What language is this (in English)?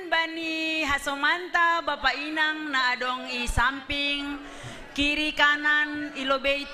Batak Simalungun